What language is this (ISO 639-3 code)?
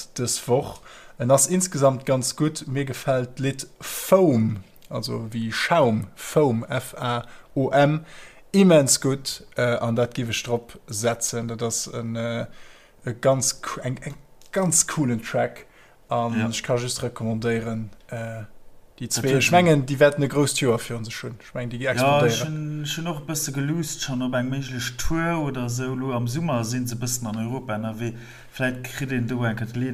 ltz